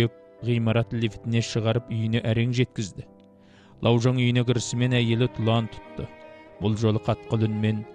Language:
Kazakh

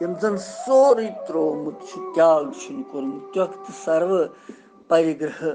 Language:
Kashmiri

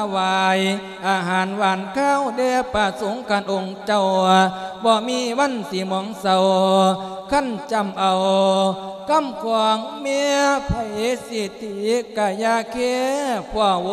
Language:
Lao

